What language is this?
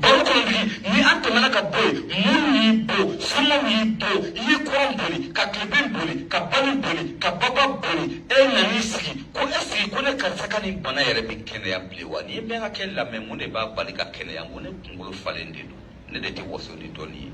Bambara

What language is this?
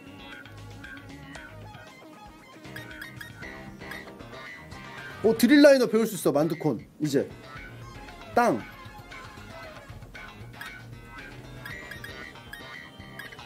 Korean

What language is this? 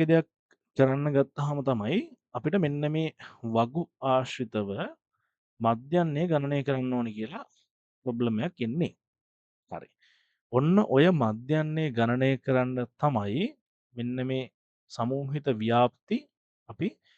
Sinhala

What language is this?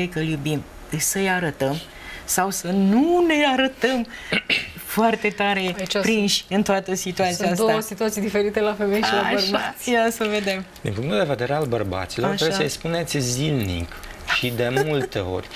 Romanian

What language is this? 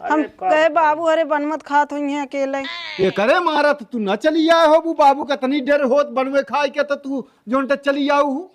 Awadhi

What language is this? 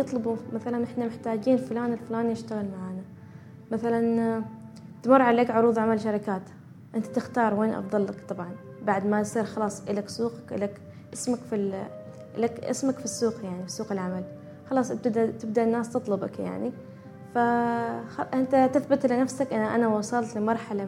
Gulf Arabic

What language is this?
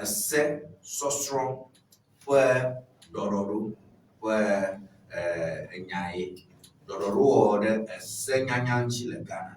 Ewe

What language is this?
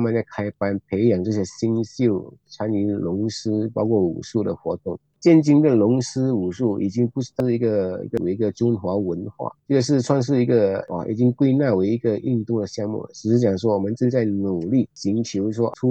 Chinese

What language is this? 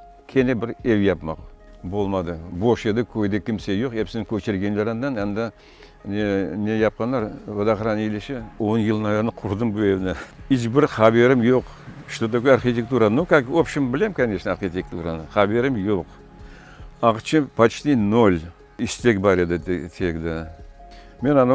Crimean Tatar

